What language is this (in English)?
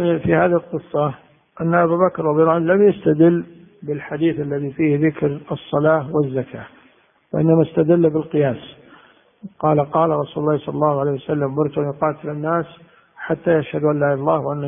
Arabic